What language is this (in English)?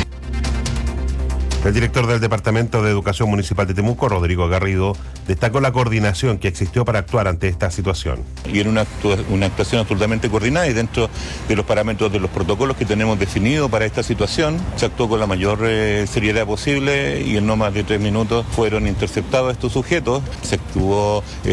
Spanish